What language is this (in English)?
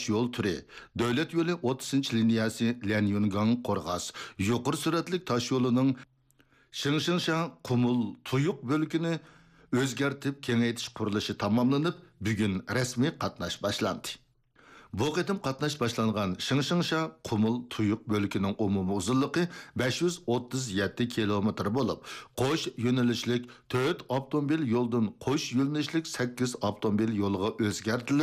Uyghur